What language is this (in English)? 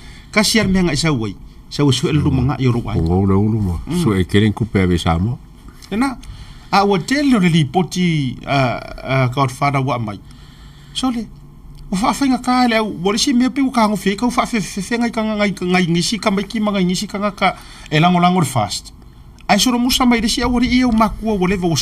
Samoan